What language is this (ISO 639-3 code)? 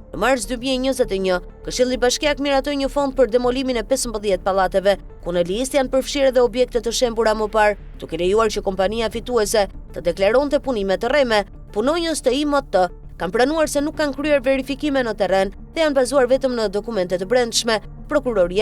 sqi